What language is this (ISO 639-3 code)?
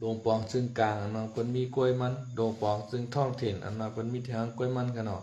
shn